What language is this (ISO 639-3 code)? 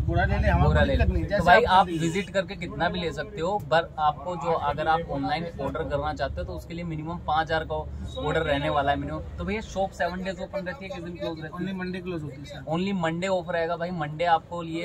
hin